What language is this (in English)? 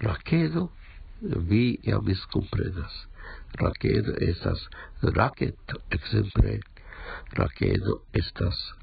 Esperanto